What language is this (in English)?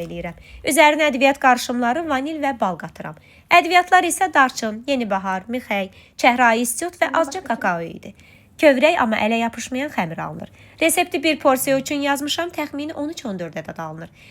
Azerbaijani